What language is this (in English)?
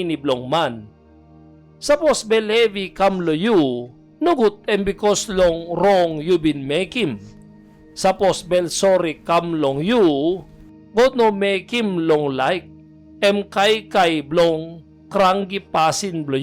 Tok Pisin